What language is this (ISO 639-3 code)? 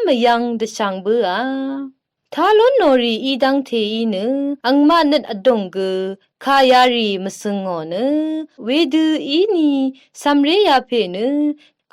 raw